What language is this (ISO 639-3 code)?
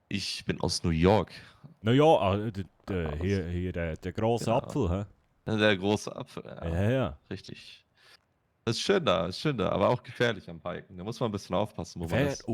gsw